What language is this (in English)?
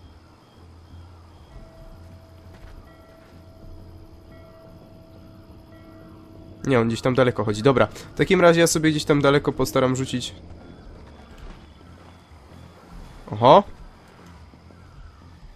Polish